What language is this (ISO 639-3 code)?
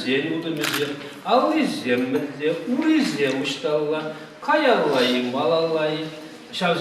chv